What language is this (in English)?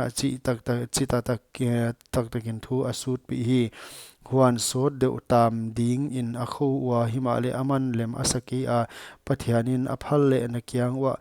Paite Chin